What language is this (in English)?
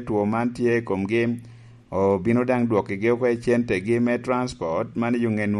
Lango (Uganda)